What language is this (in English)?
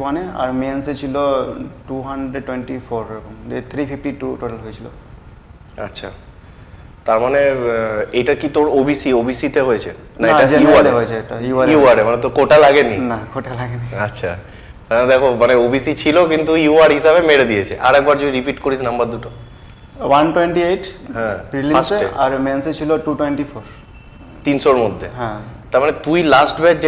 Bangla